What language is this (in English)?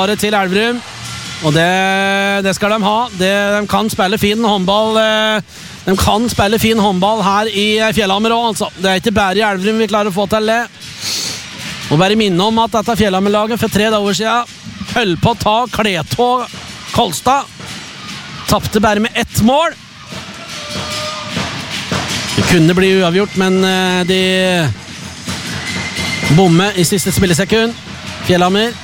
Norwegian